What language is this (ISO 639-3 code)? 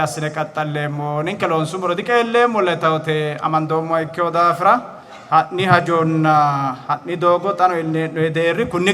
sid